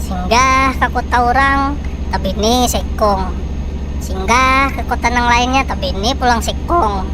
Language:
Banjar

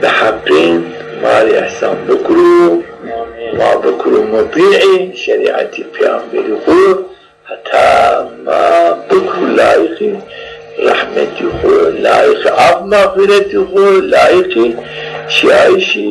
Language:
Zaza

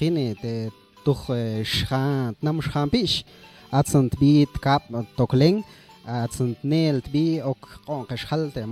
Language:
Mam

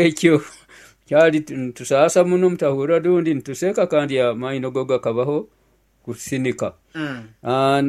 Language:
Nyoro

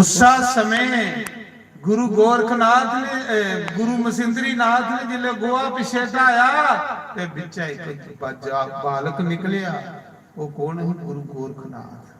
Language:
Dogri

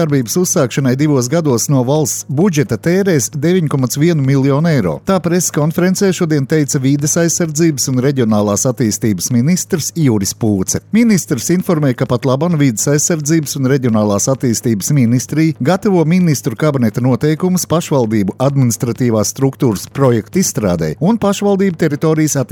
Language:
Latvian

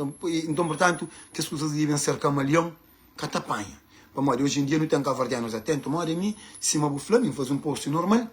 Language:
Kabuverdianu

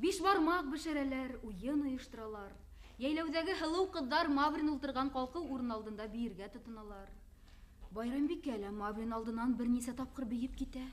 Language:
Bashkir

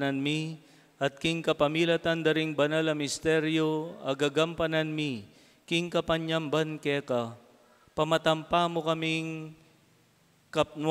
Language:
Pampanga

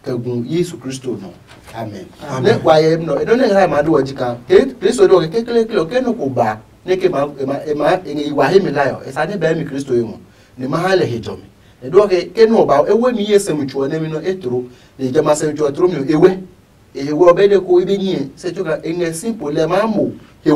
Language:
Adangme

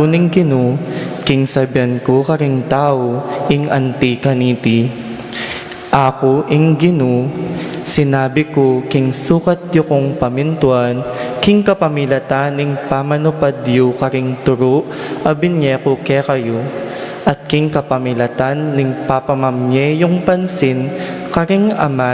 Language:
Pampanga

